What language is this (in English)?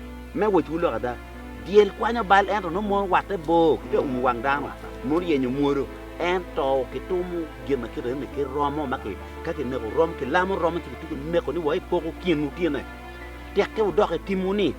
Acoli